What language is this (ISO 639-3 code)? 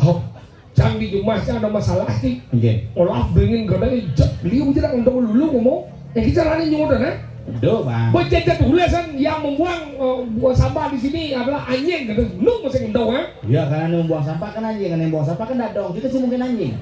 ban